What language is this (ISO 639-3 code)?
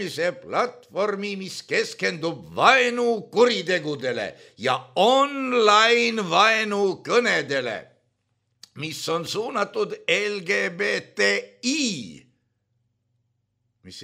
est